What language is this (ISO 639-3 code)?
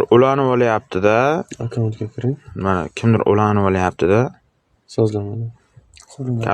uzb